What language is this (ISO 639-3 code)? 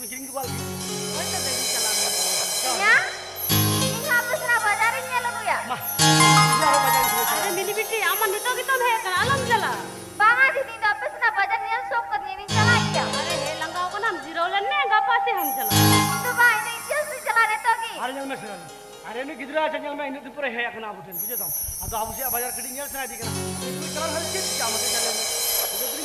sat